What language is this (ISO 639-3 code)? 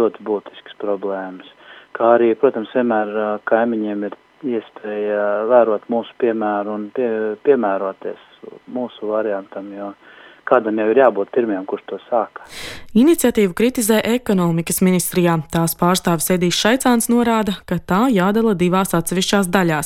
lav